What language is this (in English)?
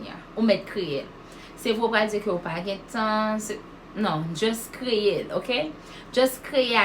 Haitian Creole